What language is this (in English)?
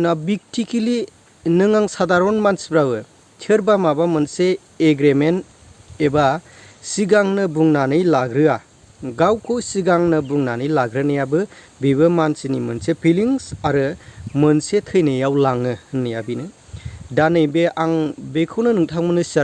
Bodo